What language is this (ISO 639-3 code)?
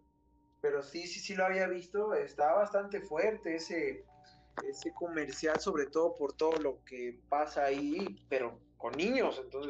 spa